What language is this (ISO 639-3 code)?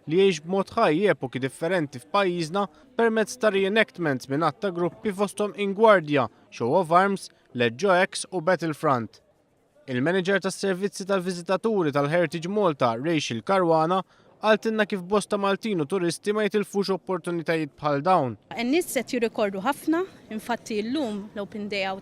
mlt